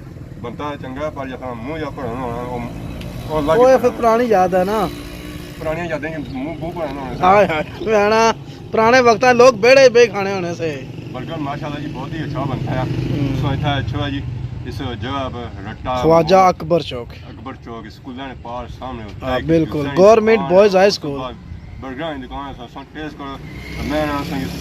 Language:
Pahari-Potwari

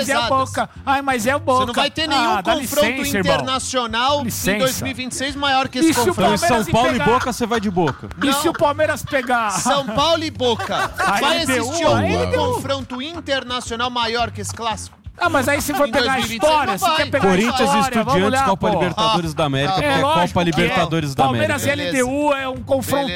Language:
Portuguese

